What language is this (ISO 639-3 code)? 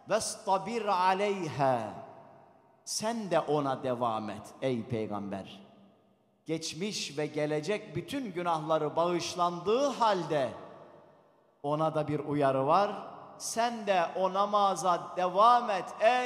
tur